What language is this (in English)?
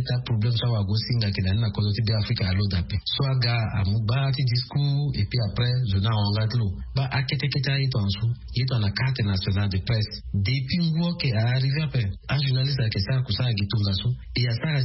Sango